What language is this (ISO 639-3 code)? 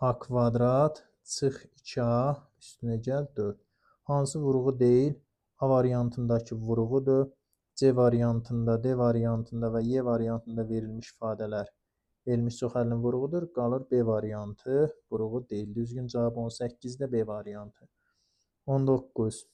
aze